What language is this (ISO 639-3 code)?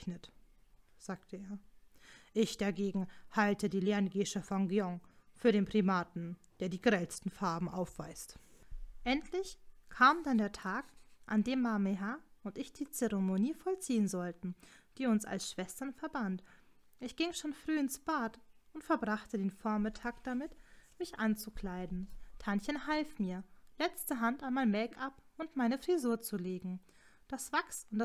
deu